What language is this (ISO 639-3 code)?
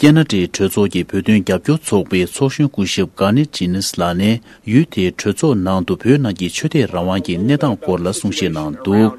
bod